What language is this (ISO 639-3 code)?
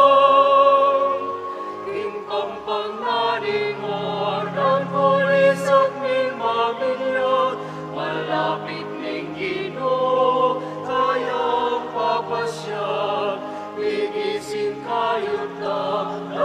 pam